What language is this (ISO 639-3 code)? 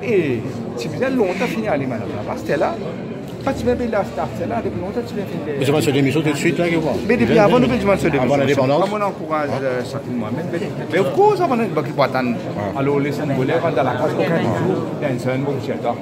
mfe